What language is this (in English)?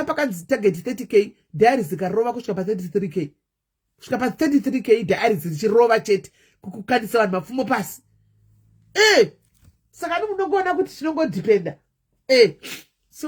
Shona